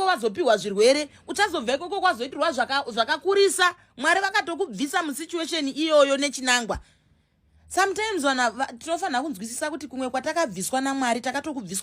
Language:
Shona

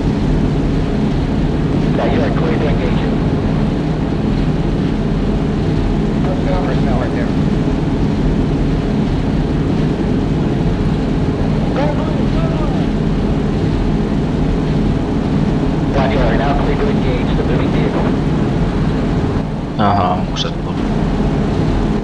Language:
Finnish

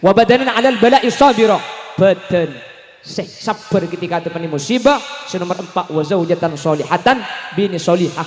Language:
Madurese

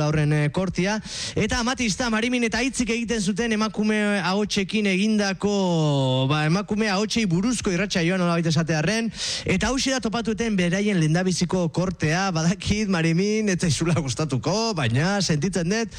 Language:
Basque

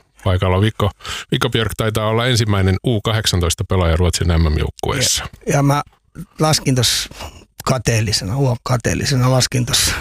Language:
Finnish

